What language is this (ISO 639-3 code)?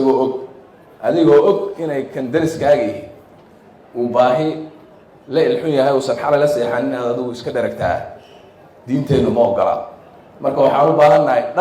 som